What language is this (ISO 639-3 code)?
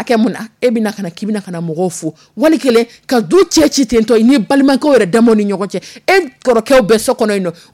dyu